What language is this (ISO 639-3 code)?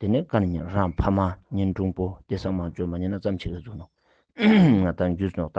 lbj